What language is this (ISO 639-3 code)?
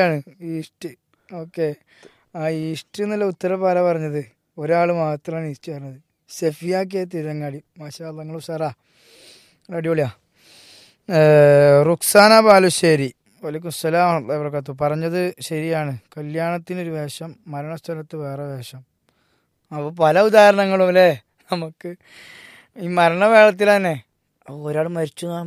mal